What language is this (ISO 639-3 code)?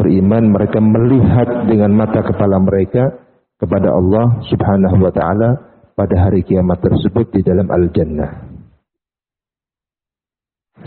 ind